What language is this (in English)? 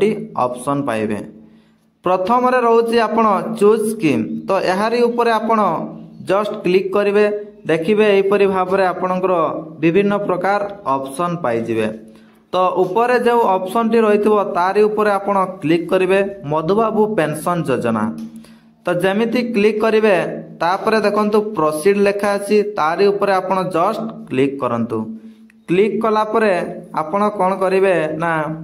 Odia